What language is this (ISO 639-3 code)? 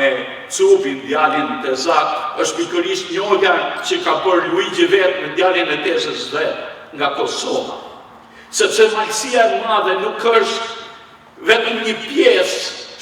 sqi